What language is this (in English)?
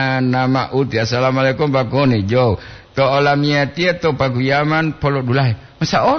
Gorontalo